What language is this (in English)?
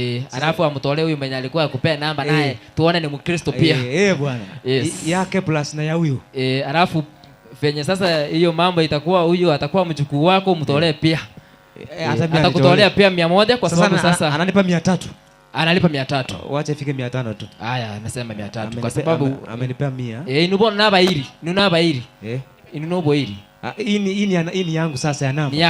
Gusii